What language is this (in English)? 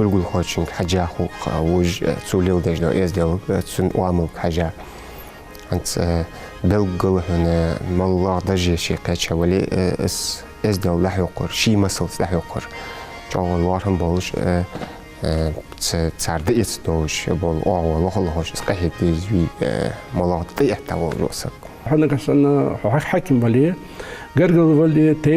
Ingush